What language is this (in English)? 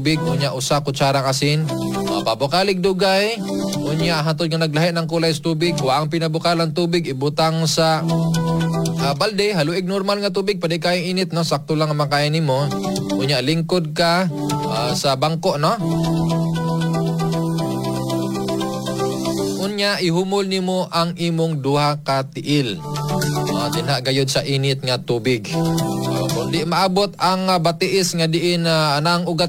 Cebuano